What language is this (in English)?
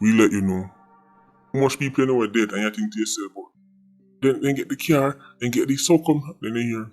Jamaican Creole English